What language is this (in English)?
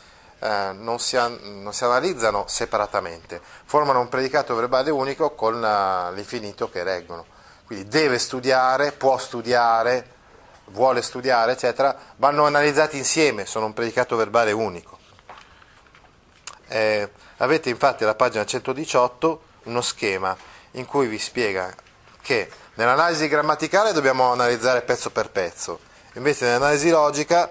Italian